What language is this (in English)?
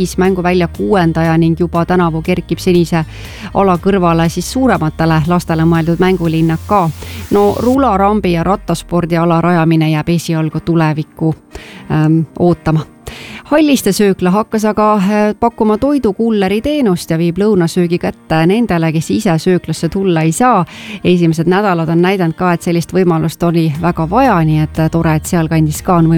Estonian